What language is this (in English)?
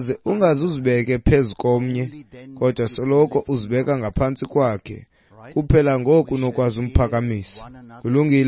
Xhosa